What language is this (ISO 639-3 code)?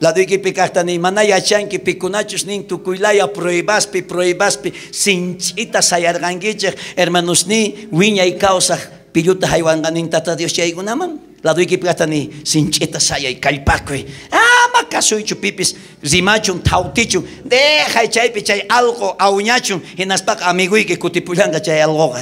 quh